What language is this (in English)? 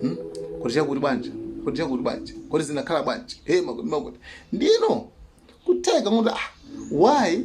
Nyanja